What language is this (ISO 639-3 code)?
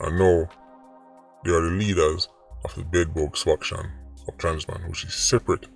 jam